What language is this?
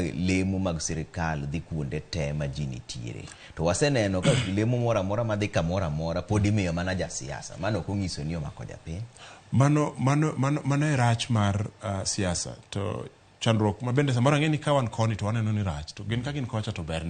Luo (Kenya and Tanzania)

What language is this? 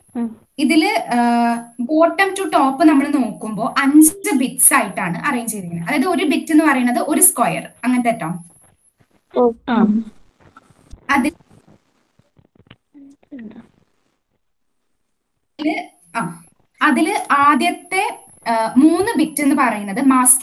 Malayalam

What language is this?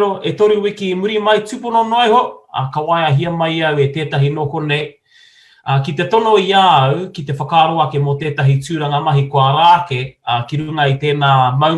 Māori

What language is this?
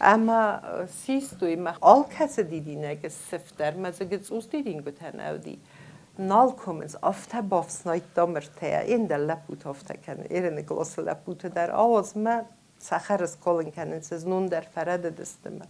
Ossetic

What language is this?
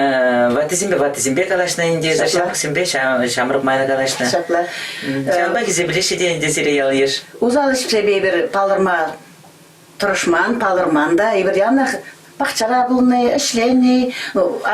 Chuvash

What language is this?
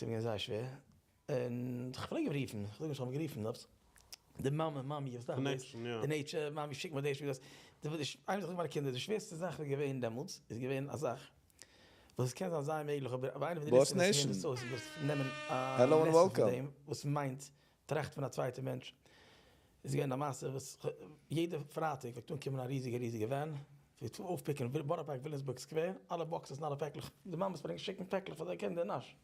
Yiddish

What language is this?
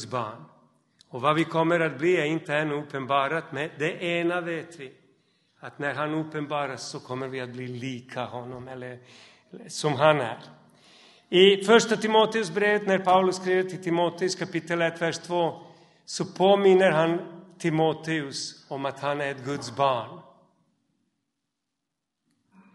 Swedish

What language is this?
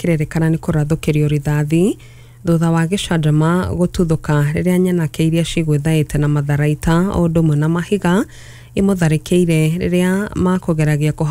Kikuyu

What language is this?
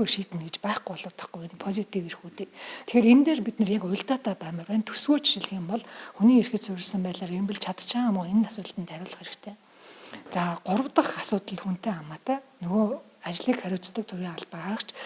Mongolian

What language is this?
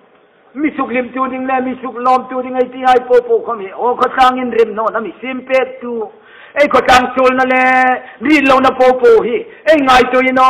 Hmar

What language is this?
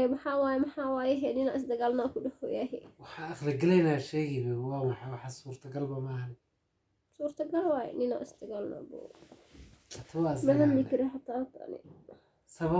Somali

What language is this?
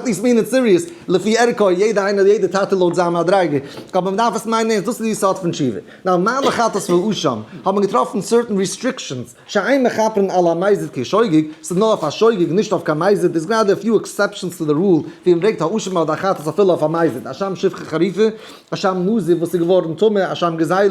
Yiddish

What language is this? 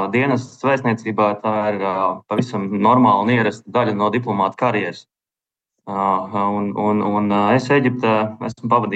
Latvian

